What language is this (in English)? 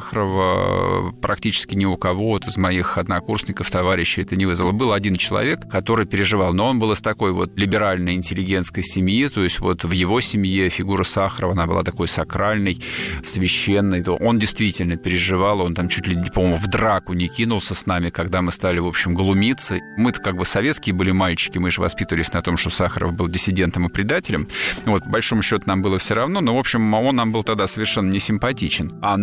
Russian